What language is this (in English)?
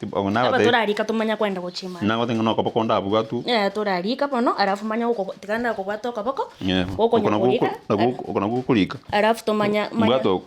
Gusii